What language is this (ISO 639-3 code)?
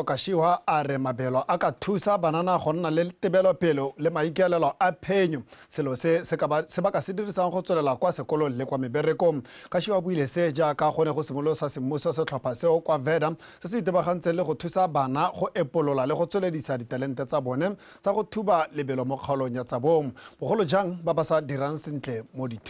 tsn